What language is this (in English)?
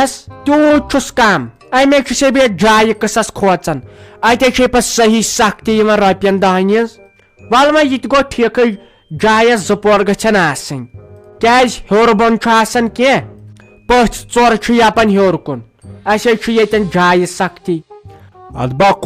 Kashmiri